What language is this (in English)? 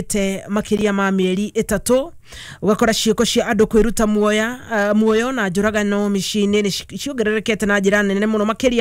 Kikuyu